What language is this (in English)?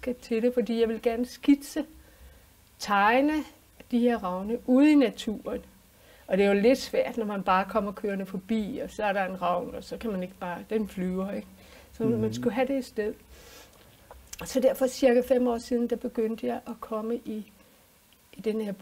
Danish